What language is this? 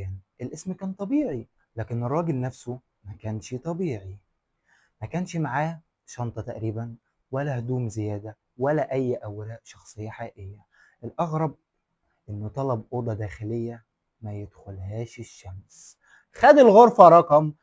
Egyptian Arabic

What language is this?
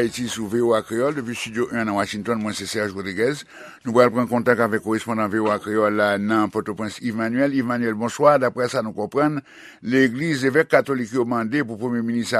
Haitian Creole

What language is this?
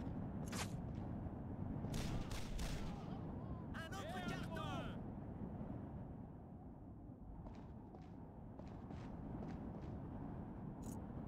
French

